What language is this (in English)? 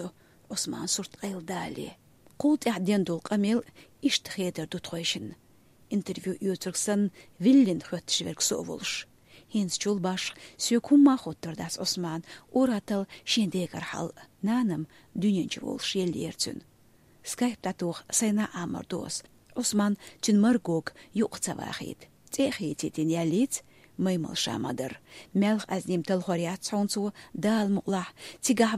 Chechen